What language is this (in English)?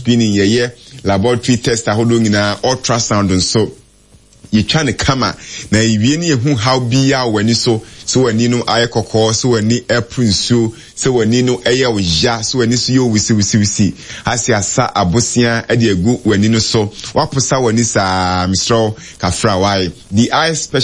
Akan